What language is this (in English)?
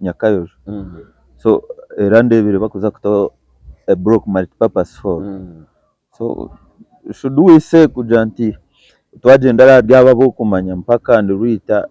Nyankole